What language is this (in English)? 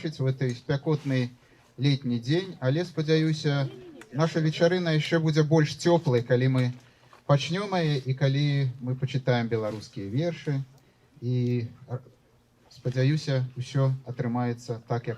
Belarusian